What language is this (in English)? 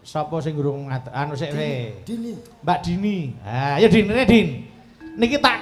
Javanese